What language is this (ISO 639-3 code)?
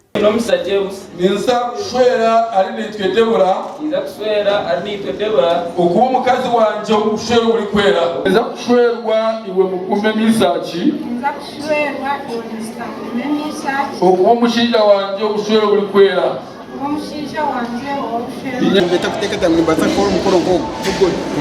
nyn